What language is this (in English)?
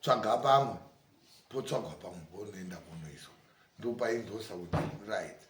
Shona